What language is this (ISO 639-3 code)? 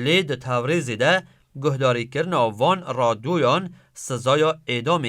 kur